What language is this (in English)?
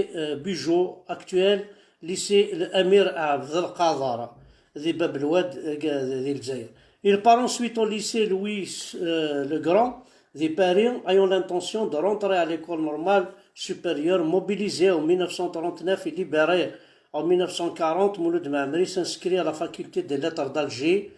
Kabyle